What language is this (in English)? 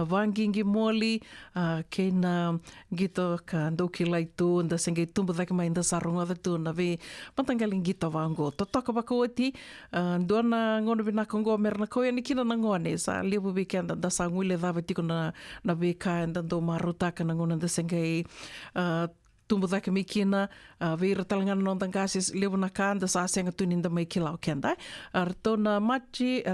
Fijian